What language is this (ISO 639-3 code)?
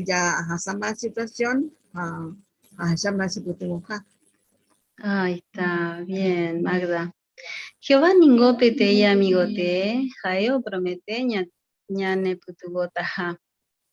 grn